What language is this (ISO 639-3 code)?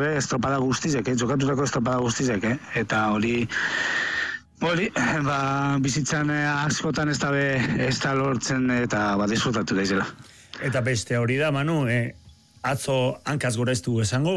eus